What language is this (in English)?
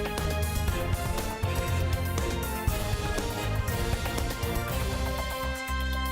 Abkhazian